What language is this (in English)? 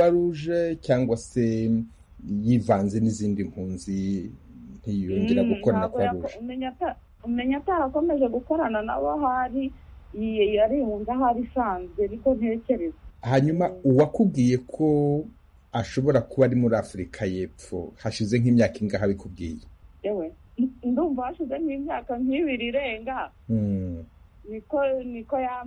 Kinyarwanda